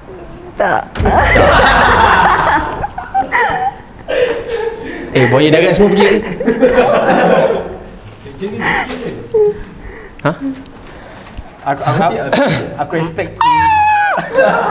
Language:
Malay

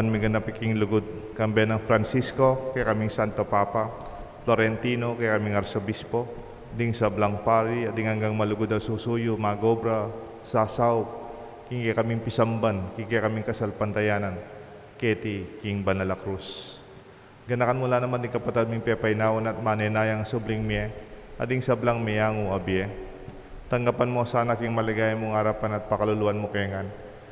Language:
Pampanga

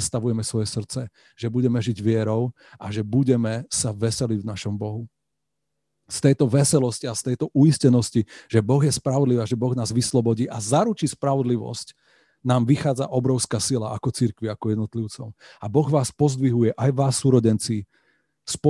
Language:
Slovak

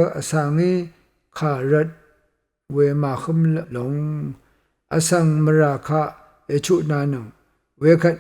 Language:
Rawang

